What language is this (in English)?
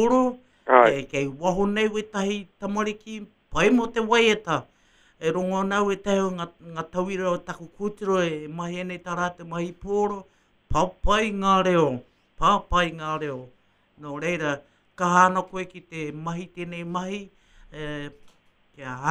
Māori